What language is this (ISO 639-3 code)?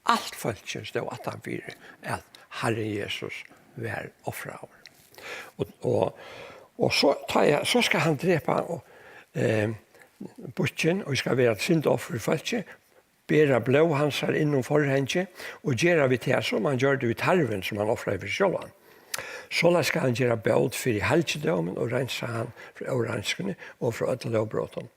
fao